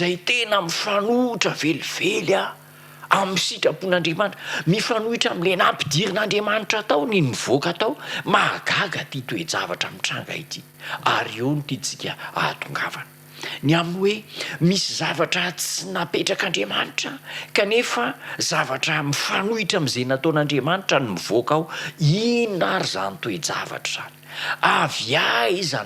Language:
Malagasy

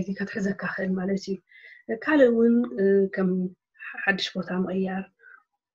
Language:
Tigrinya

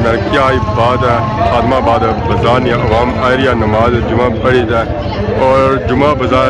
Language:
Pahari-Potwari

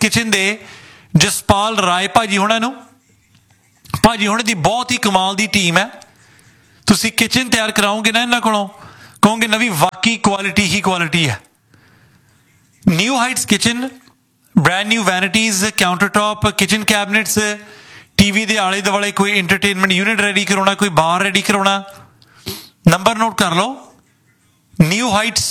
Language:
Punjabi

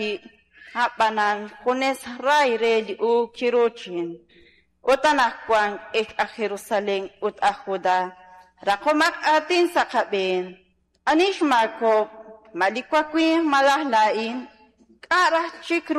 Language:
Kekchí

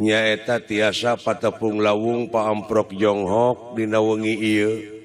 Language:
Sundanese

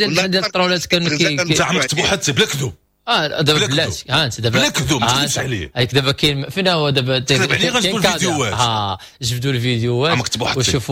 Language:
Moroccan Arabic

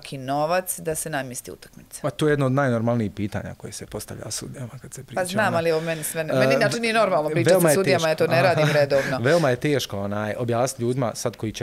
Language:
Bosnian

